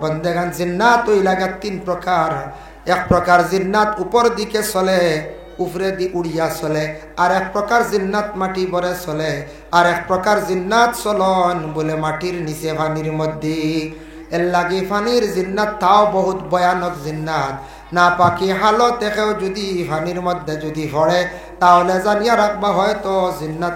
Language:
Sylheti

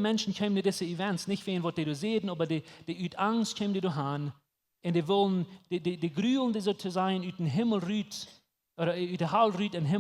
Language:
Plautdietsch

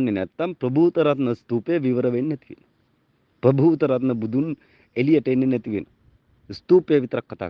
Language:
Sinhala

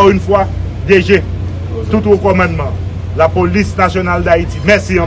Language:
Haitian Creole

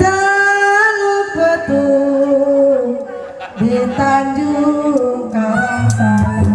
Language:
Betawi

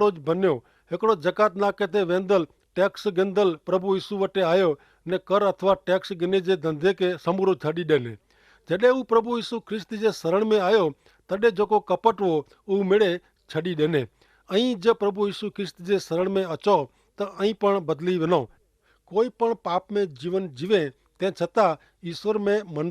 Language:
Kachhi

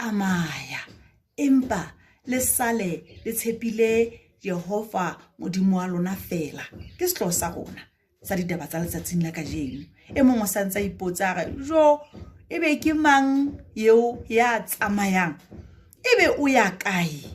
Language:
Southern Sotho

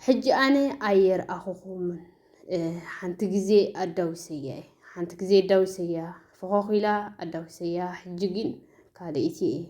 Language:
Tigrinya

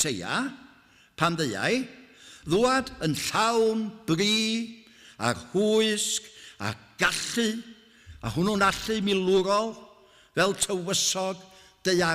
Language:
Welsh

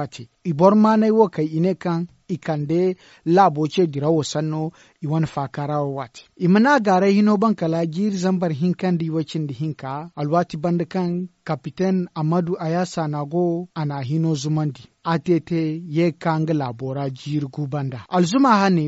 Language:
Zarma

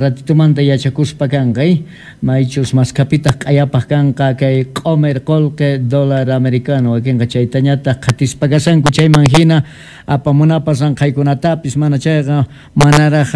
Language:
South Bolivian Quechua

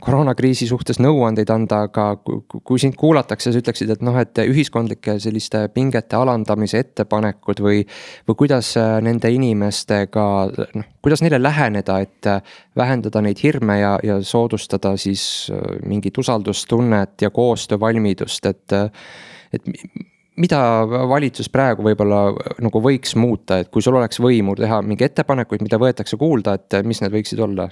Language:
Estonian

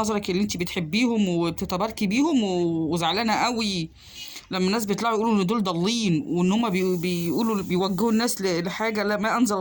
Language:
Egyptian Arabic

